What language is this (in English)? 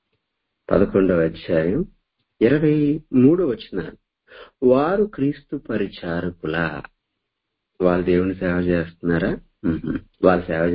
Telugu